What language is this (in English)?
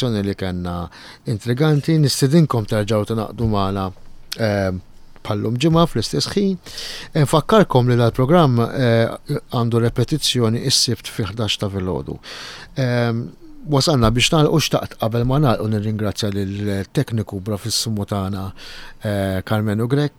Maltese